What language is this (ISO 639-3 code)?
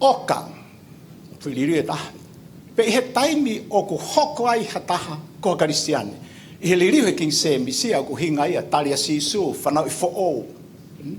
ton